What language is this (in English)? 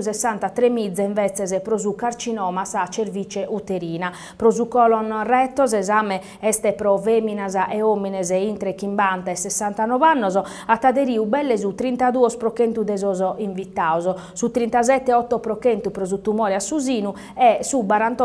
Sardinian